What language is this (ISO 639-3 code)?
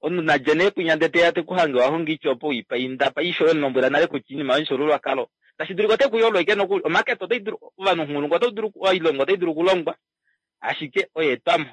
kua